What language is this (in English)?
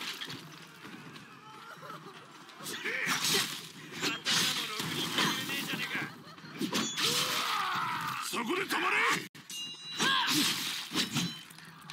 Japanese